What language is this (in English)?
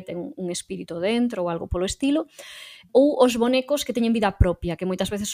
Galician